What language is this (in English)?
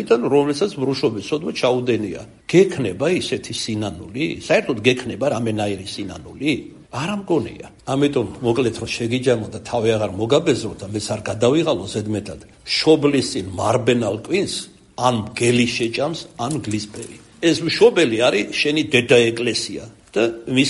Georgian